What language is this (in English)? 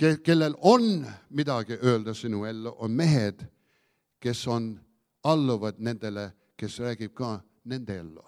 Estonian